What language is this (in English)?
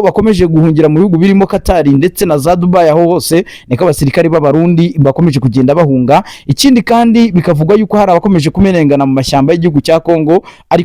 Kinyarwanda